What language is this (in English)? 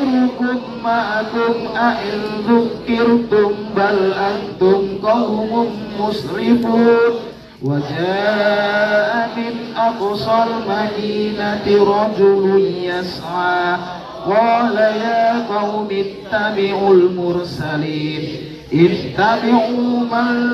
Arabic